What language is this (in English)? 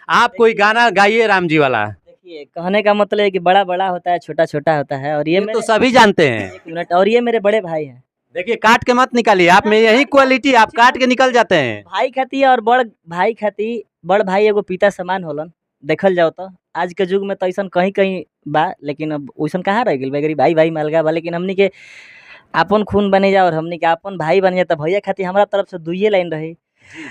Bhojpuri